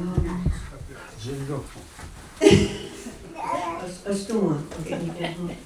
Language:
Mohawk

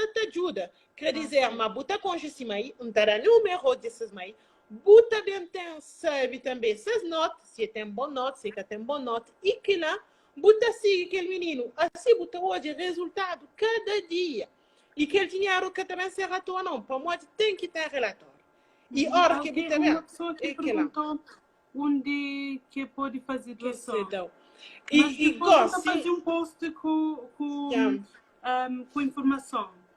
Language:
Kabuverdianu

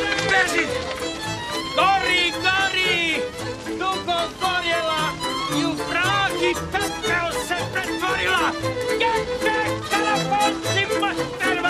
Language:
Serbian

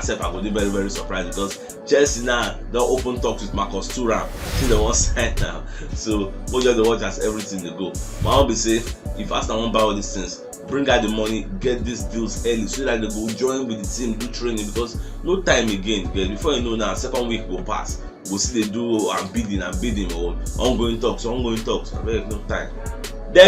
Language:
Nigerian Pidgin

